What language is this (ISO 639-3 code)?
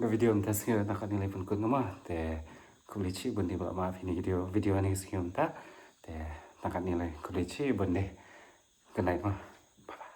kha